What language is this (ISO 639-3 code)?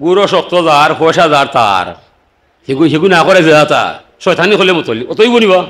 syl